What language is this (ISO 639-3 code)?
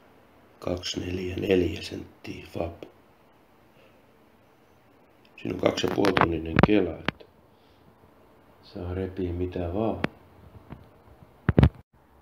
fin